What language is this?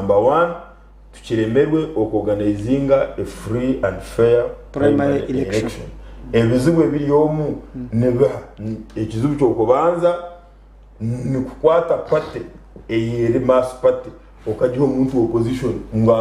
Nyankole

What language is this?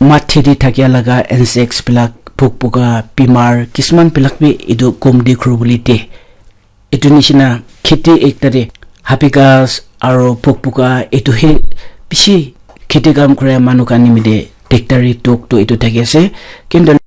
Naga Pidgin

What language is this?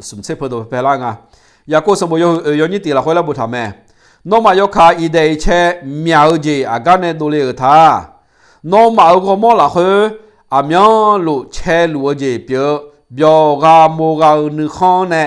Akha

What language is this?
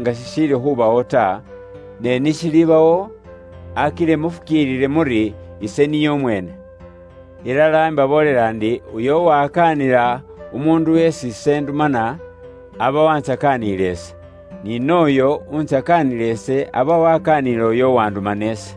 Luyia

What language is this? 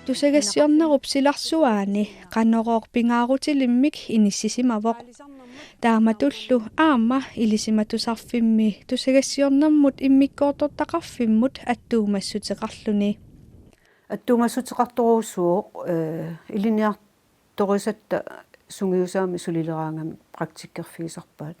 Kalaallisut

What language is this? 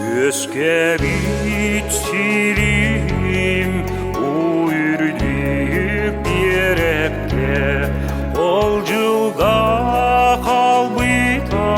Yakut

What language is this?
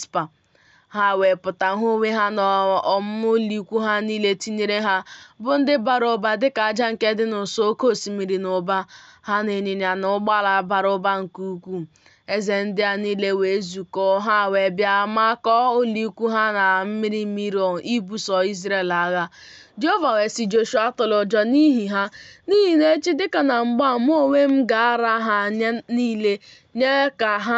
Igbo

